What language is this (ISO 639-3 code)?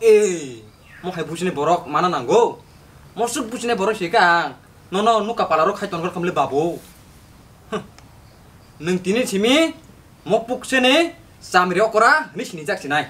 trp